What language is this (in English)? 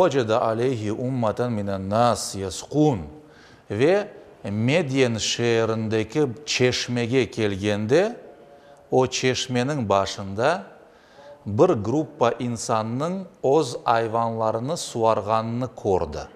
Crimean Tatar